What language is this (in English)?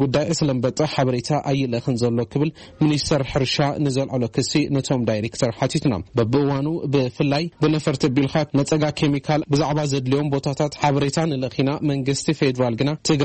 Tigrinya